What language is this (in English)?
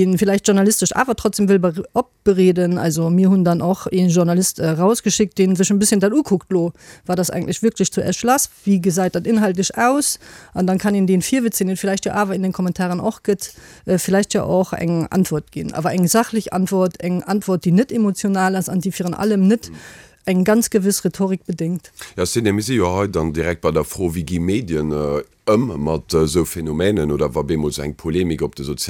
Luxembourgish